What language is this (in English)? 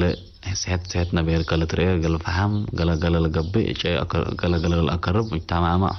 Tigre